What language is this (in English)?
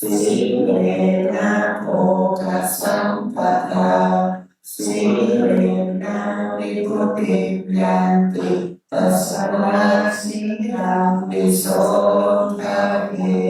Pali